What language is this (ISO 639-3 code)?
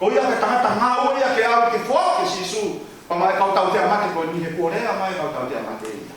ton